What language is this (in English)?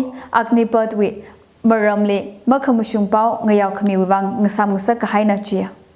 Tangkhul Naga (India)